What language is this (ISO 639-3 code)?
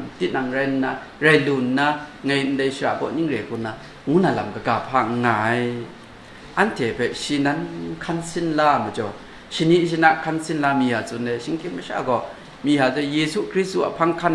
kac